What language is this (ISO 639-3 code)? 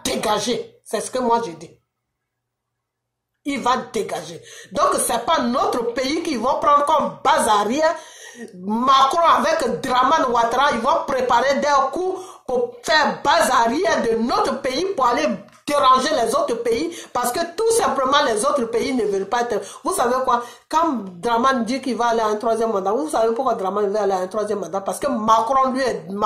fra